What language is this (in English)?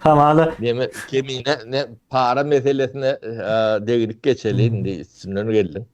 Turkmen